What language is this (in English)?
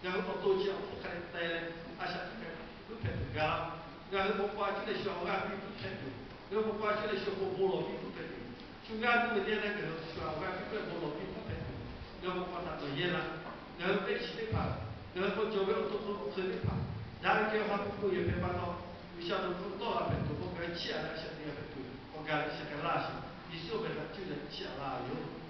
Lahu